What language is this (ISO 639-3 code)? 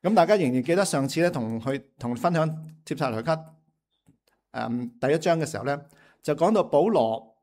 yue